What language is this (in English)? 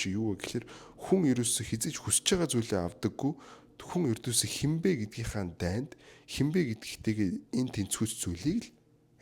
Mongolian